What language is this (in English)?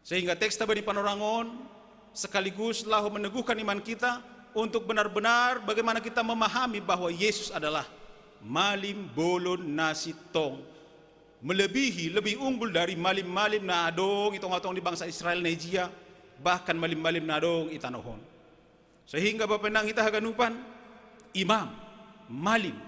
Batak Simalungun